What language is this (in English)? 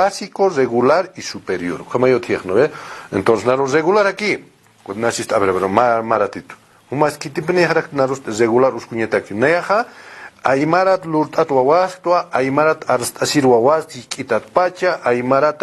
Aymara